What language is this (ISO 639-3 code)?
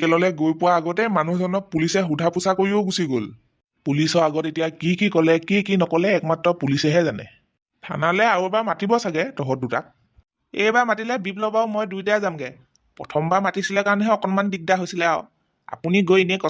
asm